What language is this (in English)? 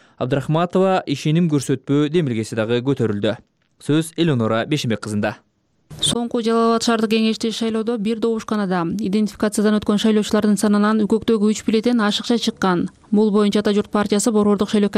Kyrgyz